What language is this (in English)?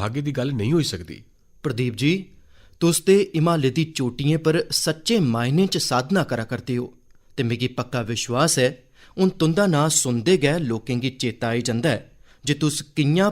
Dogri